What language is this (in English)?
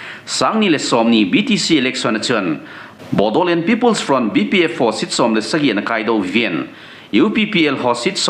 Thado Chin